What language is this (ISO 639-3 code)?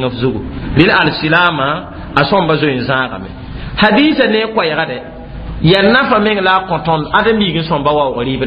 mos